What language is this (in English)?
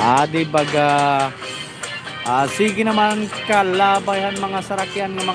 Waray